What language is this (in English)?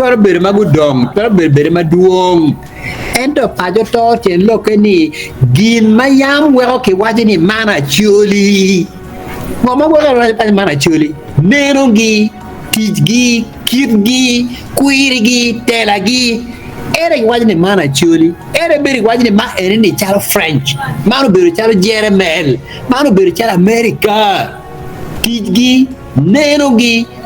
Acoli